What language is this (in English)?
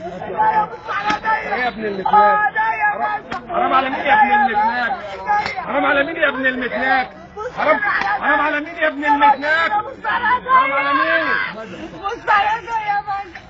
Egyptian Arabic